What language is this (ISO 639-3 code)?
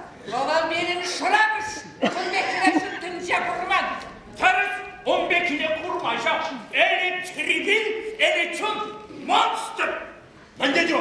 chv